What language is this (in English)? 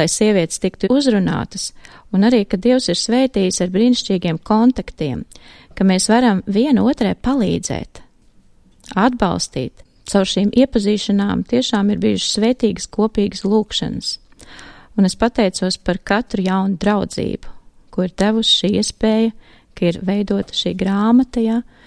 Latvian